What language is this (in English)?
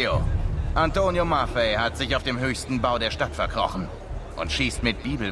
Bavarian